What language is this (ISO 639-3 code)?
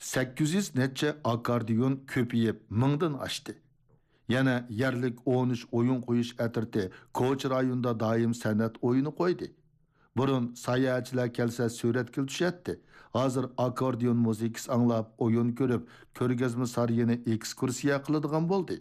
uig